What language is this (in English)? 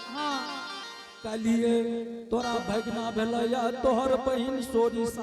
Angika